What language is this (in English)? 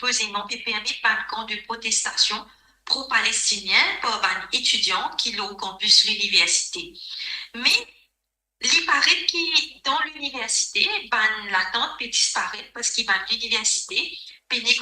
Morisyen